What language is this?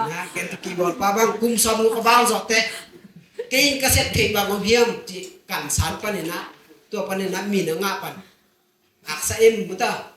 Tedim Chin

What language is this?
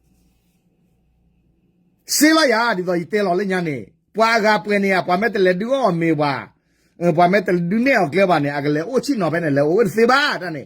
S'gaw Karen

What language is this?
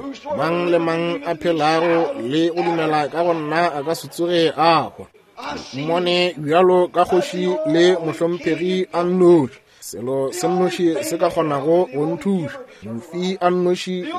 Northern Sotho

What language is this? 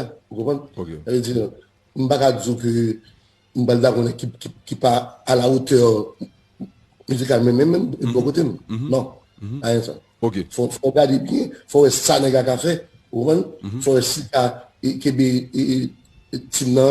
Haitian Creole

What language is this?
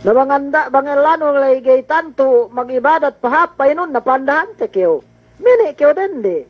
Yakan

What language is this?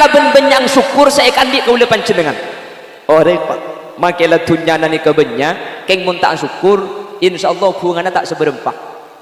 Madurese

